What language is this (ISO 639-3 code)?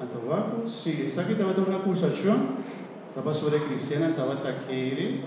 pap